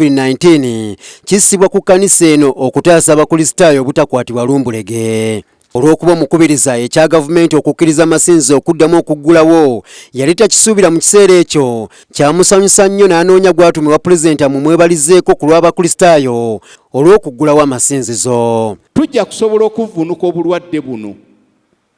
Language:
Ganda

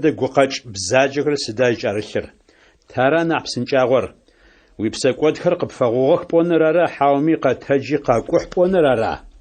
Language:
Adyghe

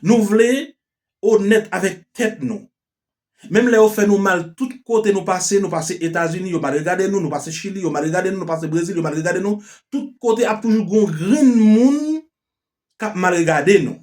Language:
Haitian Creole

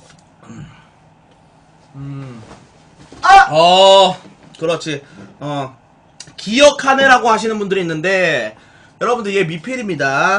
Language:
Korean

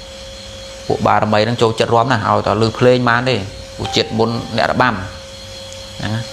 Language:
Khmer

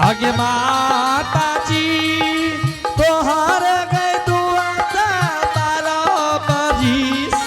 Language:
Angika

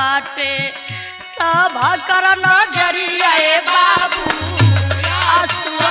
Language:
Bhojpuri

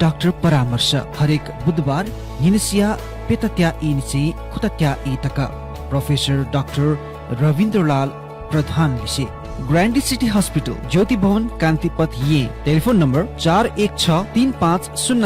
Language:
Newari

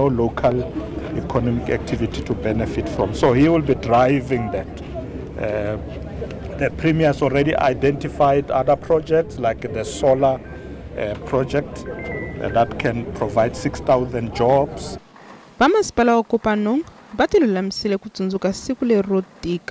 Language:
Tsonga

